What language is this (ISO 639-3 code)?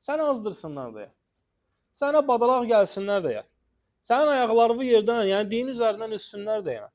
aze